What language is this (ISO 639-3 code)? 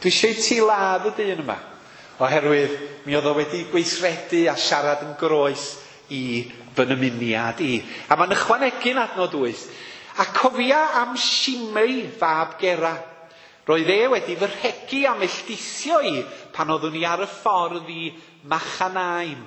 cym